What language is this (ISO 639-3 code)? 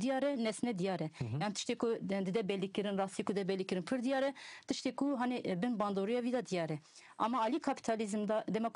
kur